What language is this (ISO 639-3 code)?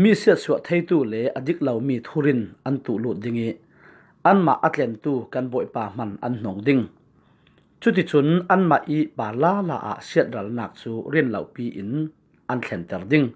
cfm